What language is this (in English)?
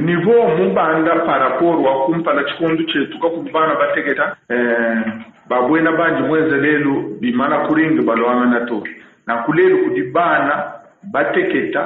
Luba-Lulua